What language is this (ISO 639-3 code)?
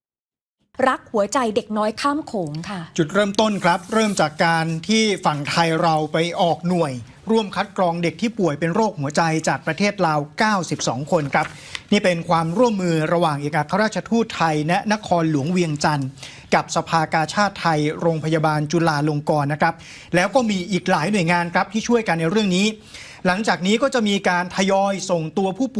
tha